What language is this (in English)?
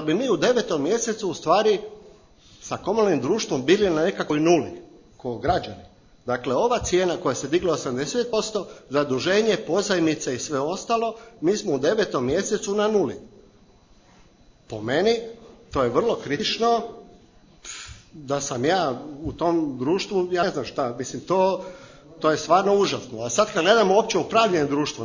Croatian